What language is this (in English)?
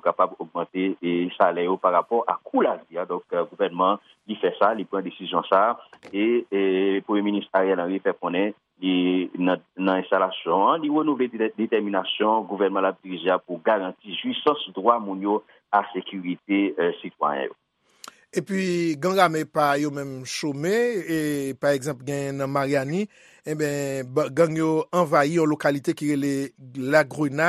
Haitian Creole